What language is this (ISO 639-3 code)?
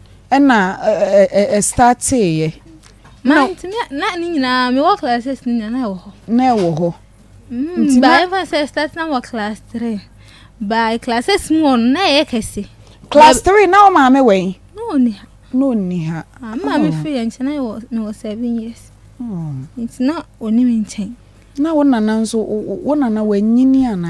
aka